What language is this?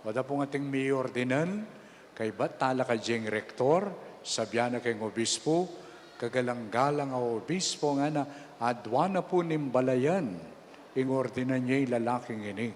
Pampanga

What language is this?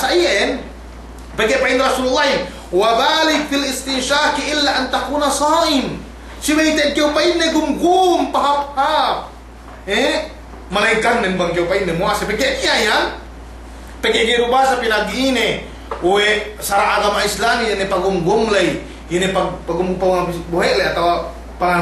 Yakan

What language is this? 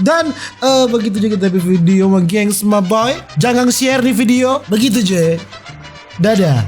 Manado Malay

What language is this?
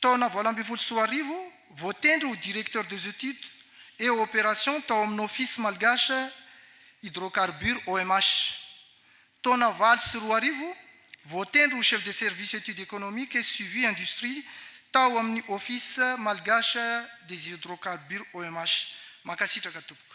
Malagasy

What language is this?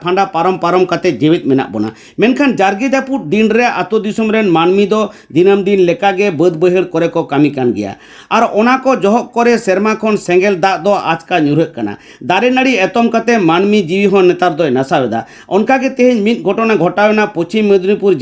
Santali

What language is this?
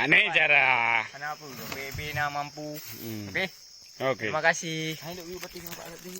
Achinese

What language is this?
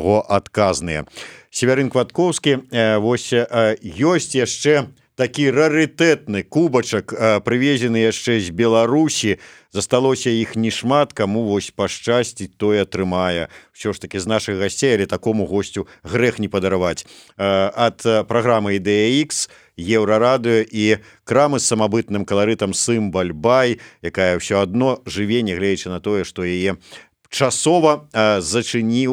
Belarusian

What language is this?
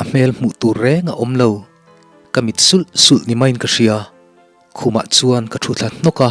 Mizo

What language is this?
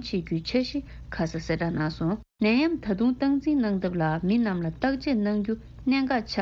Tibetan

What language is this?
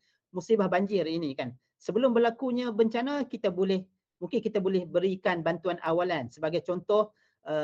Malay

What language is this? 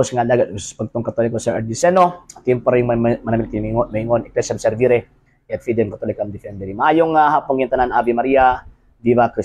Cebuano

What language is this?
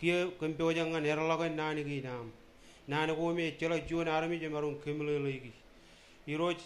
Marshallese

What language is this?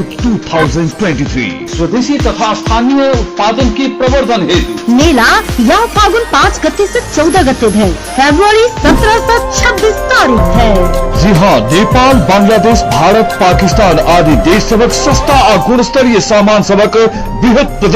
Maithili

